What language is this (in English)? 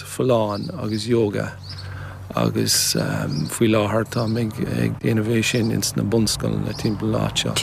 Irish